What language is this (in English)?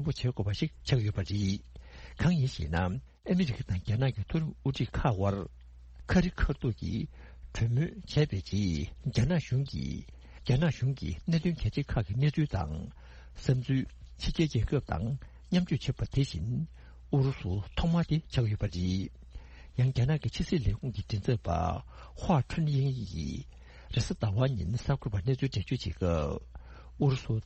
Tibetan